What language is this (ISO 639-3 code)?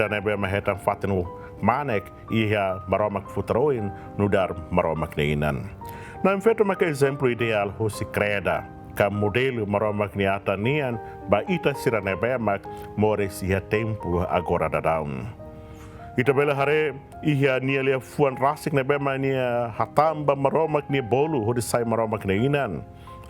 tet